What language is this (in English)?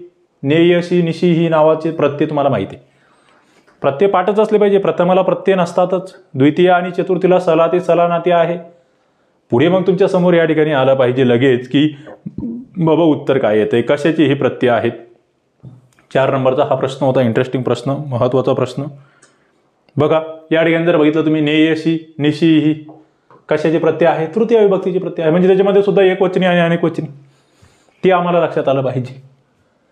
Marathi